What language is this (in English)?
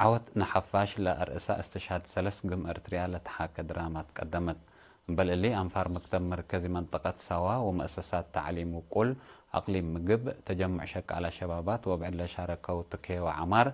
Tigre